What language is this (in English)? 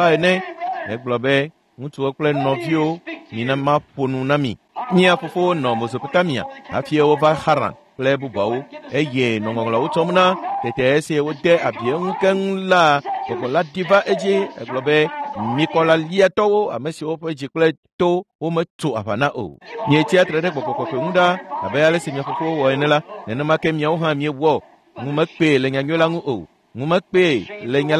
Ewe